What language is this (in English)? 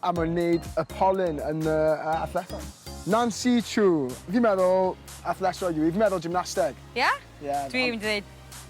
Welsh